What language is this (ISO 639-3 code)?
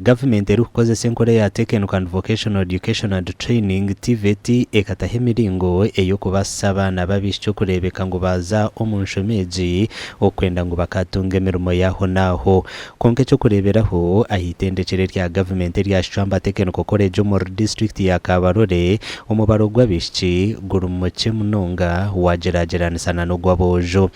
nyn